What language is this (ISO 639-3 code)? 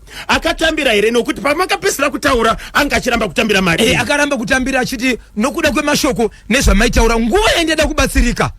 sna